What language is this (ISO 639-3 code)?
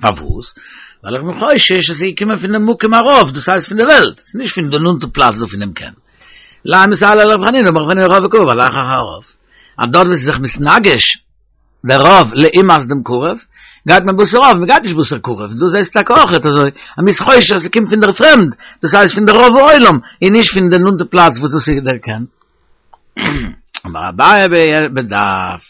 yid